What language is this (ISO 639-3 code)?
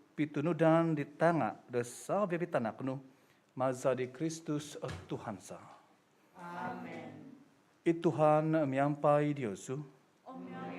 dtp